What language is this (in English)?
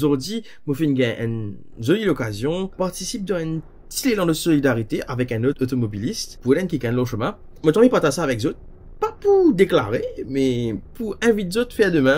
Morisyen